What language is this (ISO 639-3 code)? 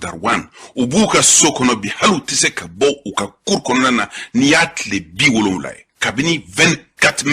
bam